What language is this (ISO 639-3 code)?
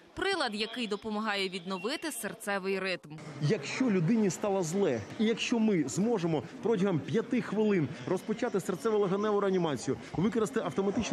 ukr